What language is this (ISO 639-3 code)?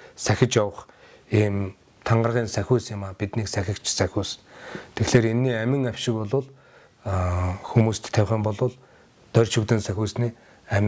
mon